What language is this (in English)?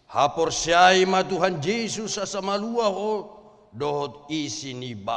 Batak Toba